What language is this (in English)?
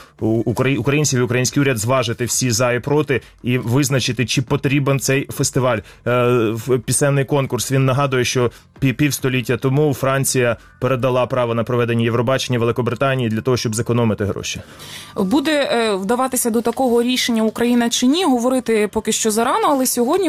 Ukrainian